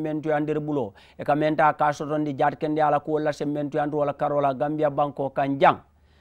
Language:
Mandingo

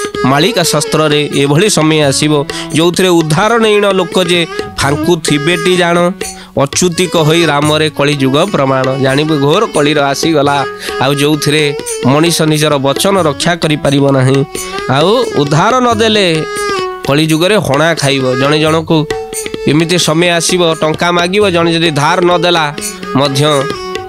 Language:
Odia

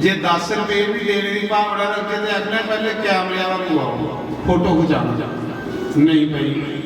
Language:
Dogri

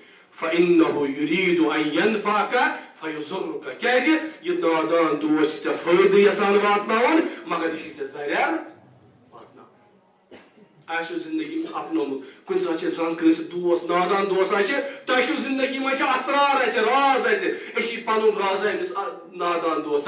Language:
Kashmiri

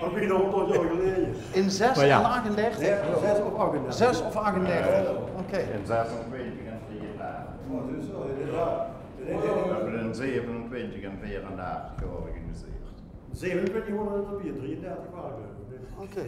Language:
Limburgish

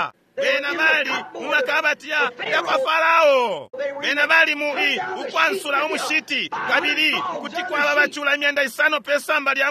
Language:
Bemba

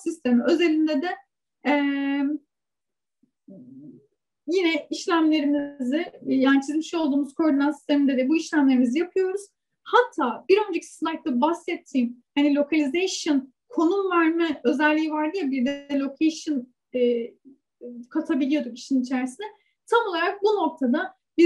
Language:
Turkish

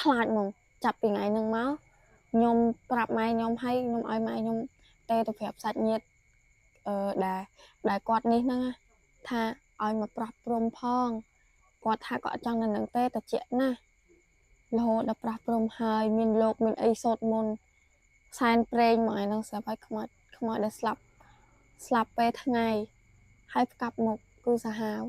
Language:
Khmer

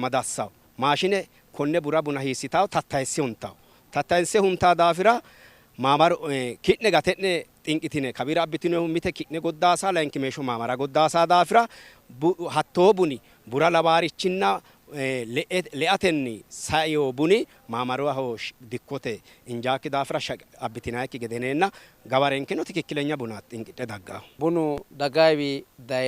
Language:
Sidamo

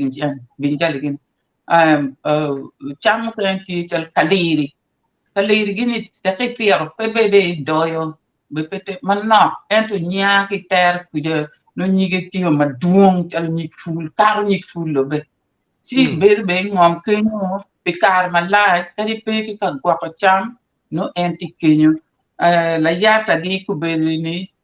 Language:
Acoli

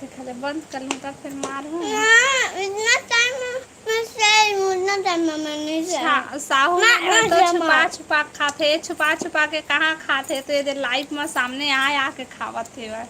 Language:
Chhattisgarhi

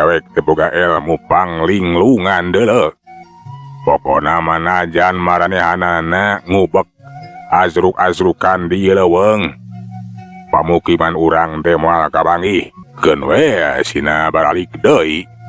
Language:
Sundanese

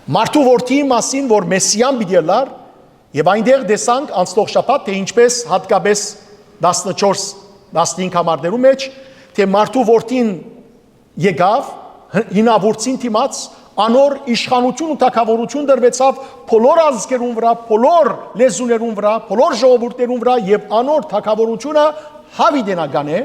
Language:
Western Armenian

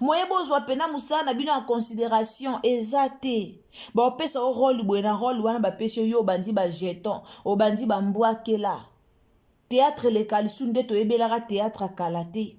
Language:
Lingala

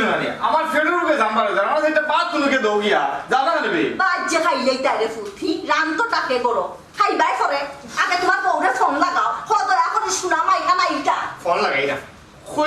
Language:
Sylheti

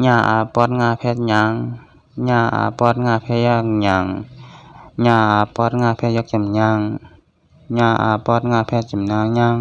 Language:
Shan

